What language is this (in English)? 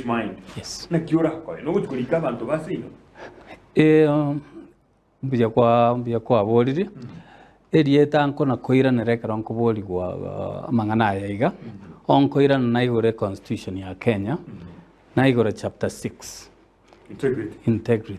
Gusii